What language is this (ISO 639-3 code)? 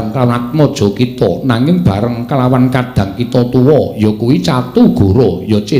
jav